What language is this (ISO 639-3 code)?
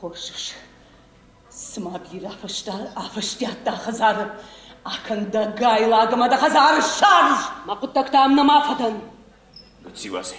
oss